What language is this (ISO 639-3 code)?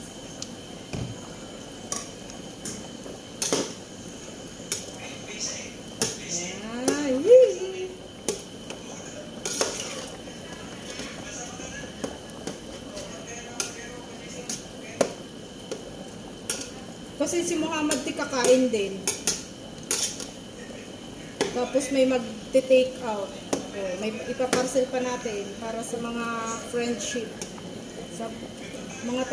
fil